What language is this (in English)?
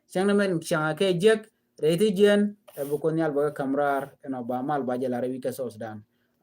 Nuer